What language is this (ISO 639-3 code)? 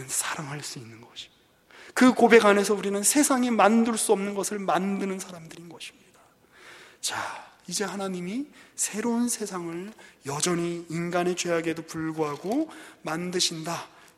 kor